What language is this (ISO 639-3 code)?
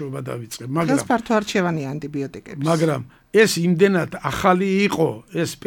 kat